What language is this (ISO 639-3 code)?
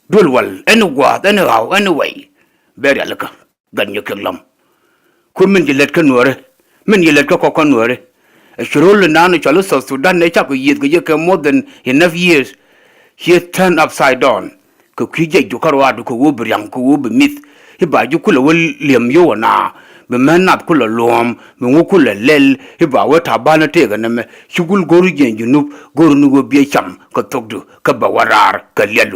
nus